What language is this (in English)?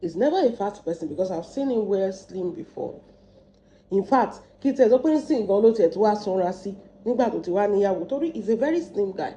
Yoruba